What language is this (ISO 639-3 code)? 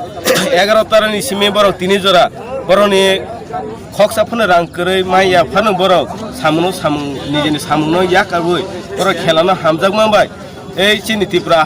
trp